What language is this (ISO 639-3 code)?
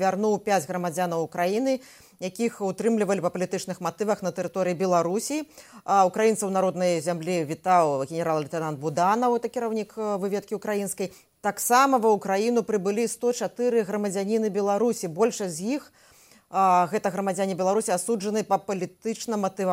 bel